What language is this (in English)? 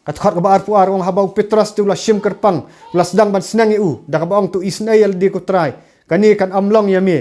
Khasi